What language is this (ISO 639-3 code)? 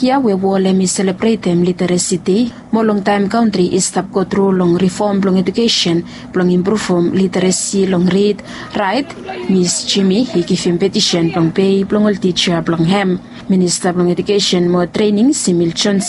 bis